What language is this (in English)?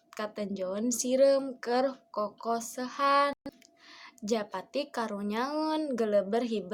Sundanese